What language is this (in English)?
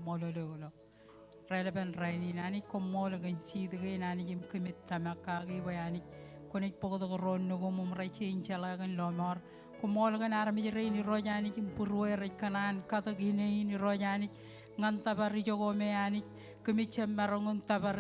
Marshallese